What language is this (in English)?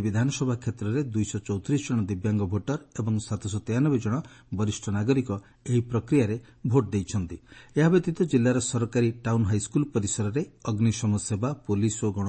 Odia